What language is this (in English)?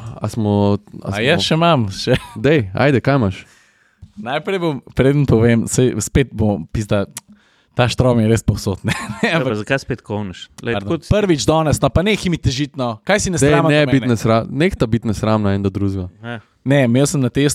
Slovenian